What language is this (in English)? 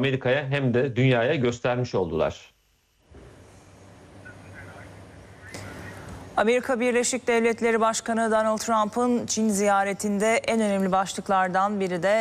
Turkish